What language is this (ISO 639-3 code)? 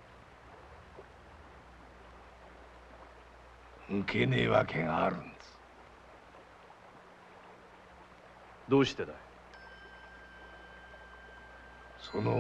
jpn